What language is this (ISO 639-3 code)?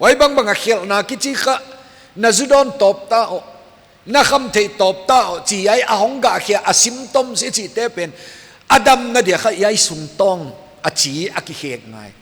pck